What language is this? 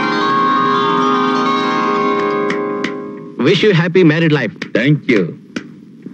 Kannada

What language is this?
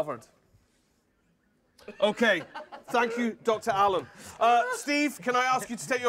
English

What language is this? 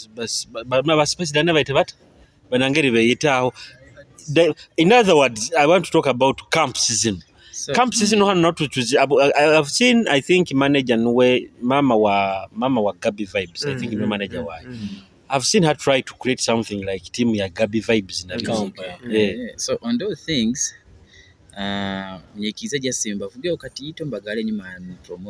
Nyoro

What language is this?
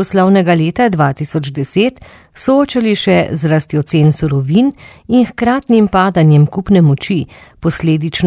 Slovenian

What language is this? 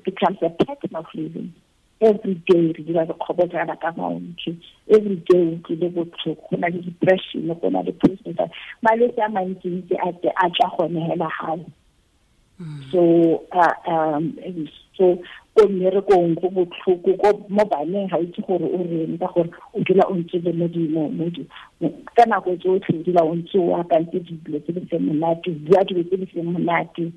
Tswana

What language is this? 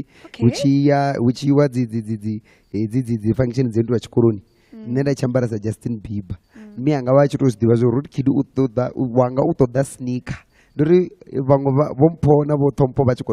Venda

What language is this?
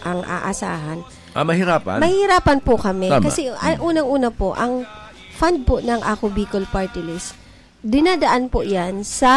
Filipino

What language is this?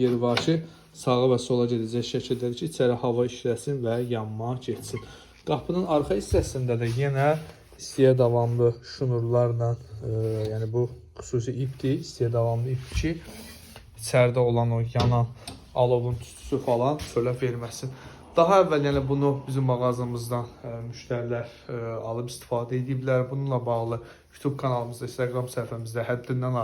Azerbaijani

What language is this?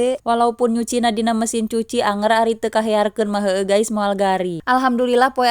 Sundanese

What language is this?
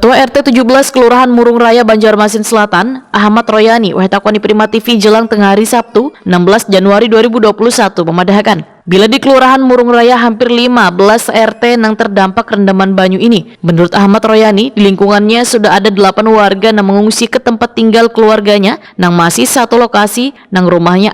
Banjar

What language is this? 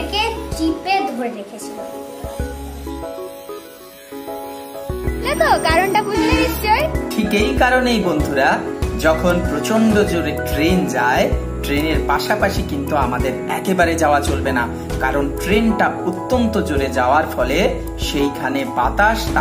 Bangla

